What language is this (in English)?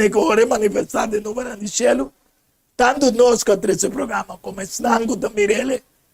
Papiamento